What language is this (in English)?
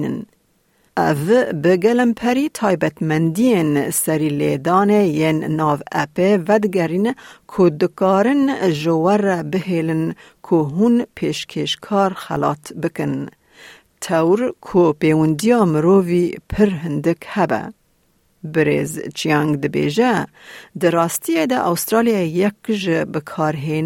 Kurdish